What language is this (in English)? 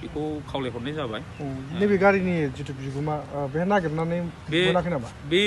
Bodo